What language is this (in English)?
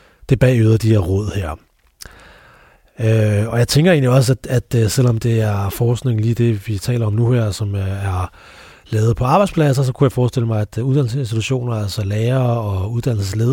Danish